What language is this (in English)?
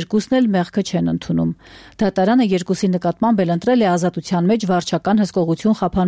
Armenian